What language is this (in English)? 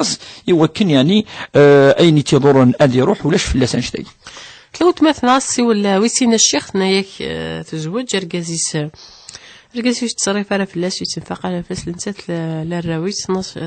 Kabyle